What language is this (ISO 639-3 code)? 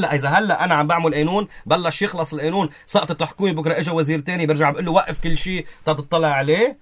apc